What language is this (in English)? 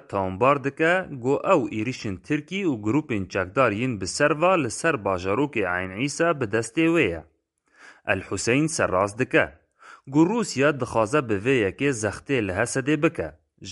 Kurdish